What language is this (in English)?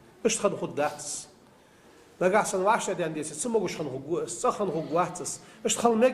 Ingush